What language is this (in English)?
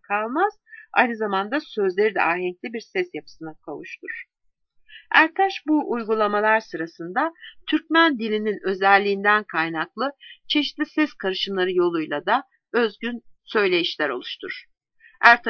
Turkish